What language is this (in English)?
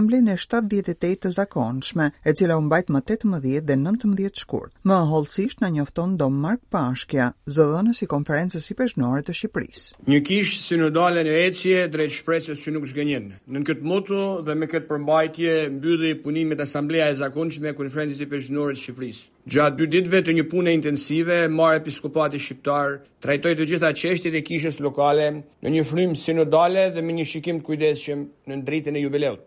Albanian